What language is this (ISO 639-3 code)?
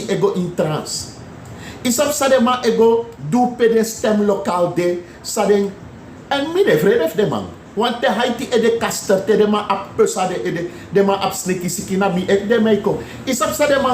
srn